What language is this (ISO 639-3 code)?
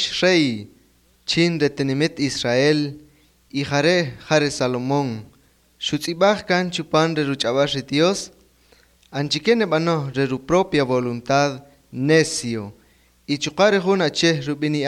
cak